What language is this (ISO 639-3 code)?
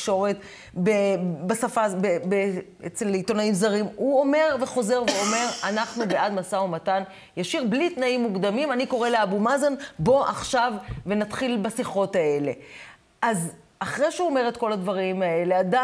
heb